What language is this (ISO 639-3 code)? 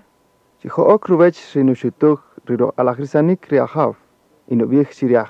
cak